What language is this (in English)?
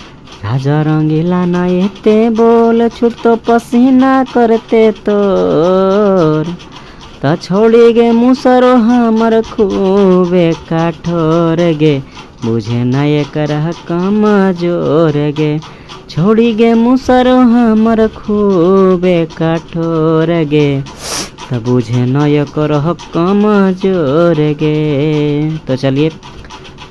Magahi